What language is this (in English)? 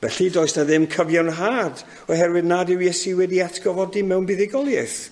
Welsh